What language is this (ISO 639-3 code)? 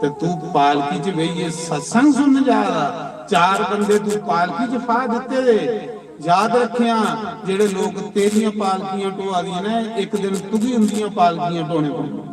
doi